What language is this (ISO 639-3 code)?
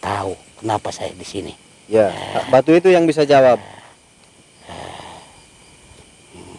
ind